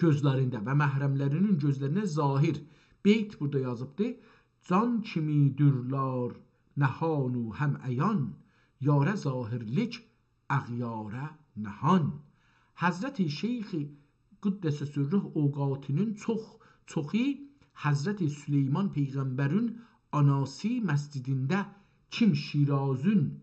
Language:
South Azerbaijani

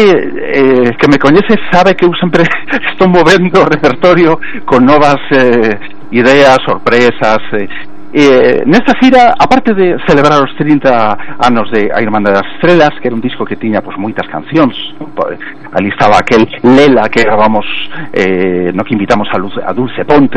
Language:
Galician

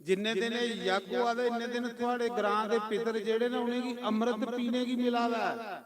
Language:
Dogri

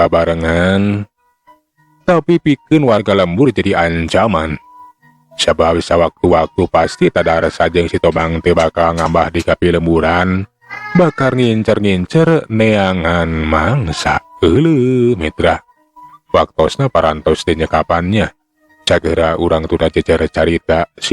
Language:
Sundanese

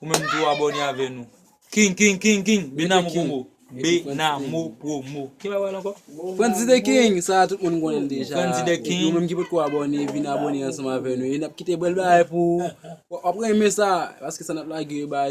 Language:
Haitian Creole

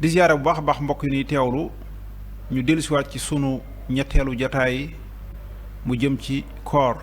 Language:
Wolof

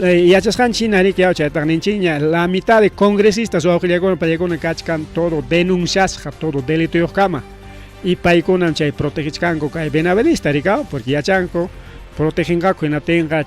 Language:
Ayacucho Quechua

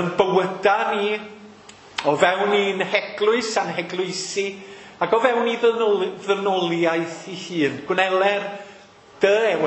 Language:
Welsh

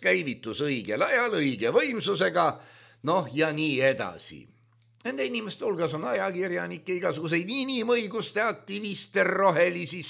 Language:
Estonian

